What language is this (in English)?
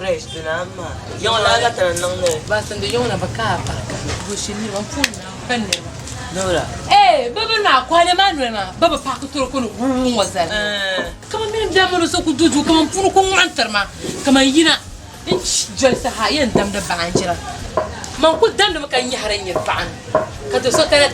Dagbani